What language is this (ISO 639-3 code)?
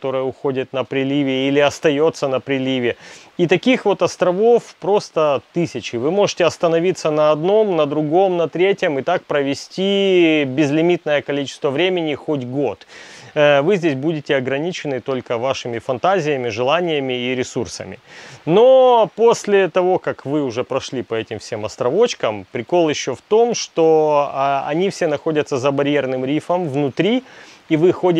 rus